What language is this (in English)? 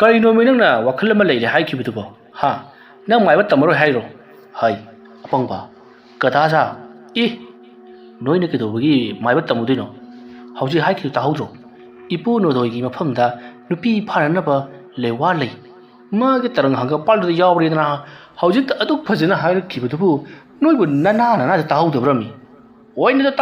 Manipuri